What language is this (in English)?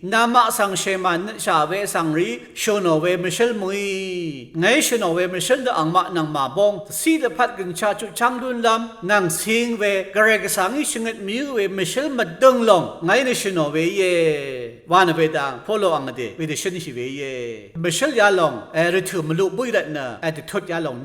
Rawang